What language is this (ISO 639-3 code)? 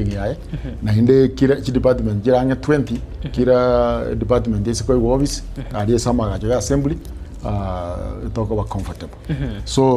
guz